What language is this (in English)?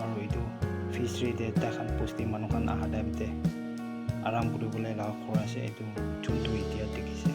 Naga Pidgin